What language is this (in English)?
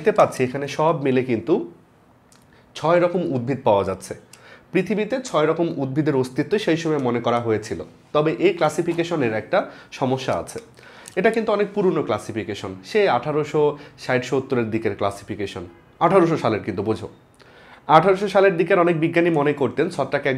Bangla